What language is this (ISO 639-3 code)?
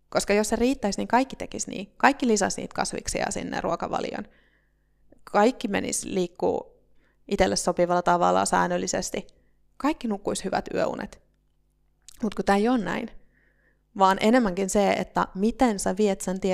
fin